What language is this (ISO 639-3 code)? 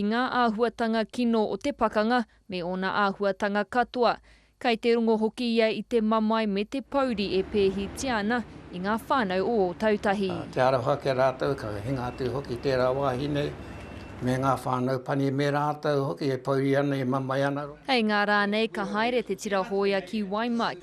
mri